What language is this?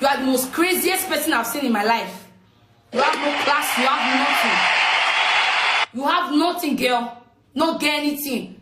Nigerian Pidgin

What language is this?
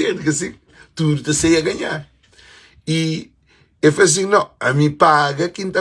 Kabuverdianu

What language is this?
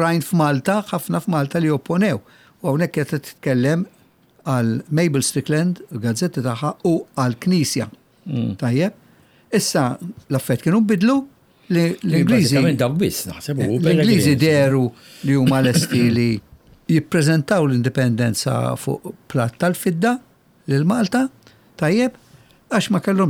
Maltese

